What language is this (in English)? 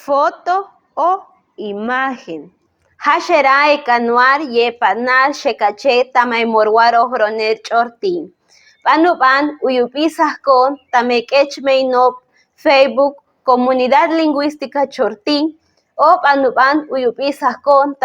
Chortí